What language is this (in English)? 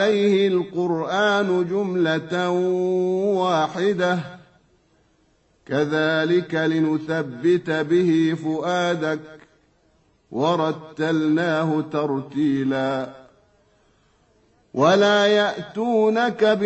Arabic